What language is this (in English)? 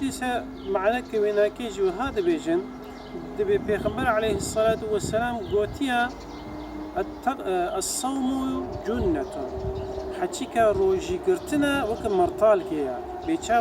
Kurdish